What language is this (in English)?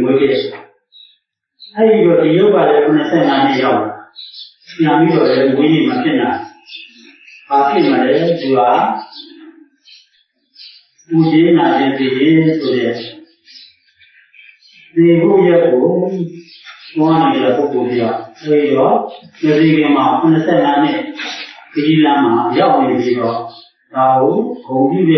Burmese